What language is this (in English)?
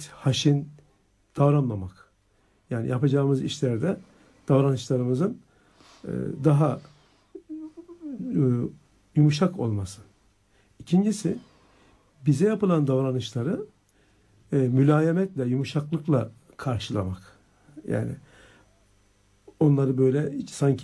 Turkish